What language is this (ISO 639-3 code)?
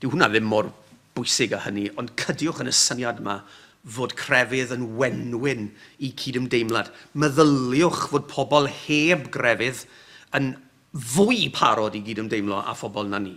cym